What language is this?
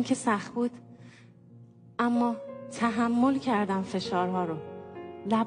Persian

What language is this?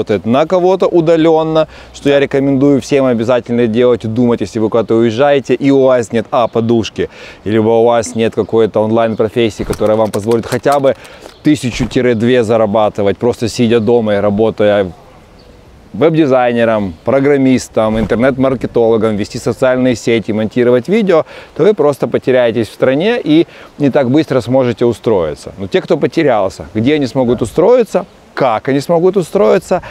Russian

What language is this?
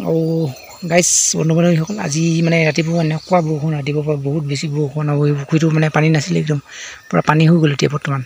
Assamese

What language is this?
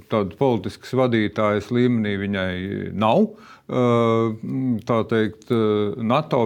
Latvian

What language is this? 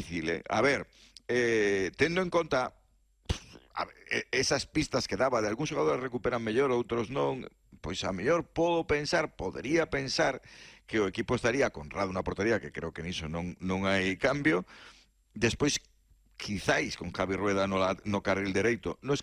Galician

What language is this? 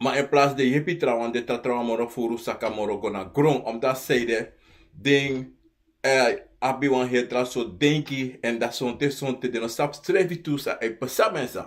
Sranan Tongo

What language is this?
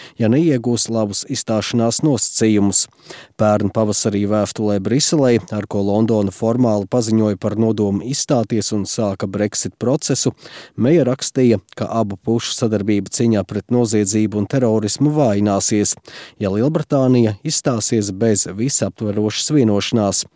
Latvian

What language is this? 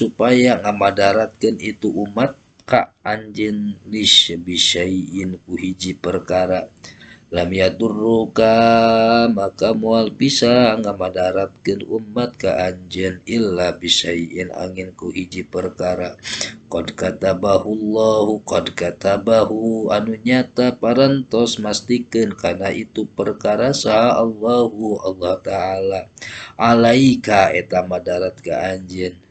Sundanese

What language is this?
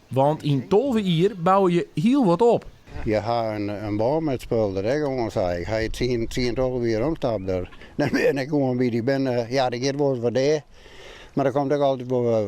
Western Frisian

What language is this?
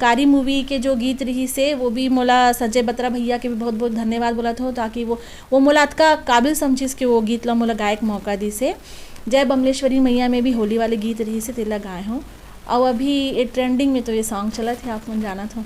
Chhattisgarhi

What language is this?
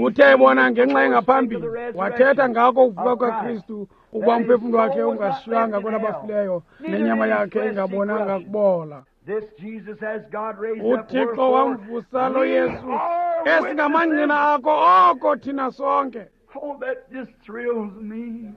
Xhosa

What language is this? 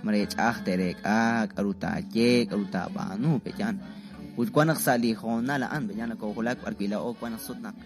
Kekchí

